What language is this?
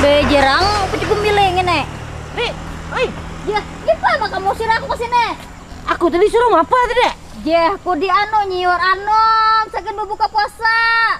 Banjar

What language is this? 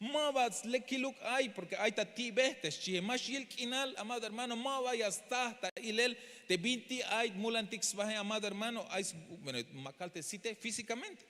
Tzeltal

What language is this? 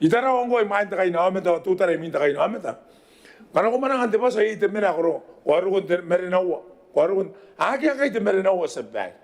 Gilbertese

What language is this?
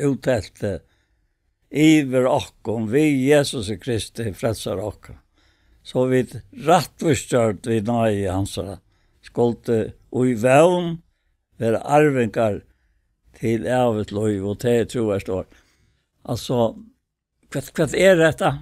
Faroese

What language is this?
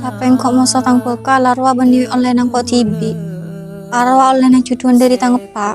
Madurese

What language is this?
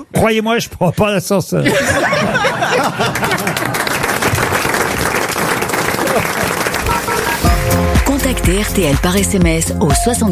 French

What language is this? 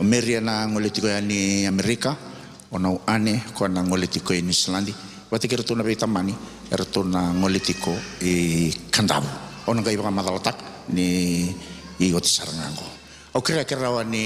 Fijian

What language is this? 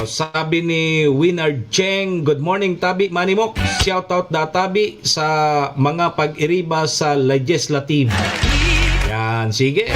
Bikol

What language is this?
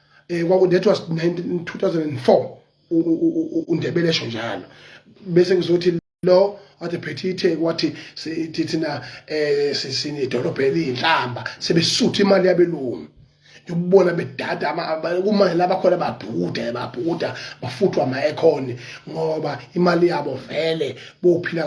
Zulu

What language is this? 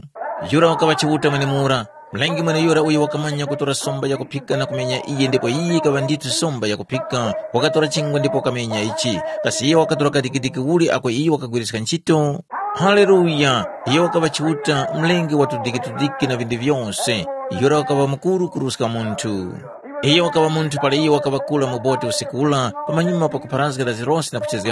Tumbuka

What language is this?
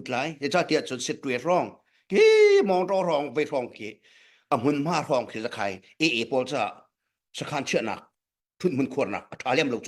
Hakha Chin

